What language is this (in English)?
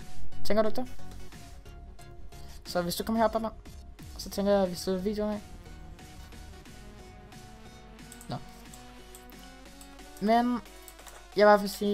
Danish